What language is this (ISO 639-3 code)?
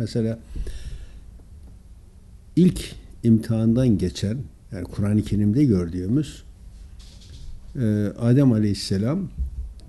tur